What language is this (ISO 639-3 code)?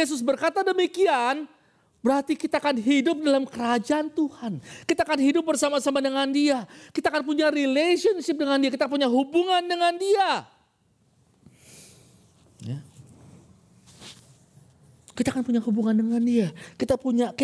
ind